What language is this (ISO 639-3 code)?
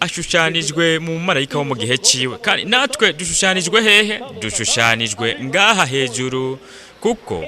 run